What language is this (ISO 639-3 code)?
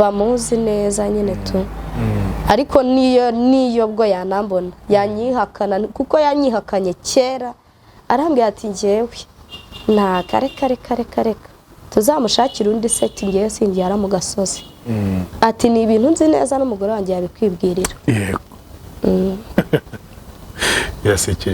kin